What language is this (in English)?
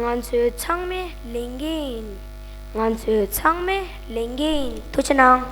Tibetan